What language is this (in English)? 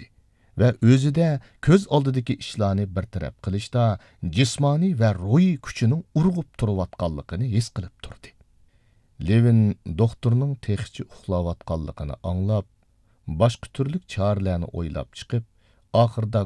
Uyghur